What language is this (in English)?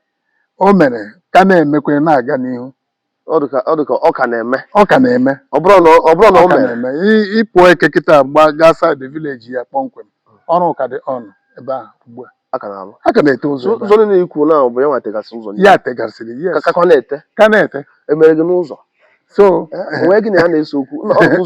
Igbo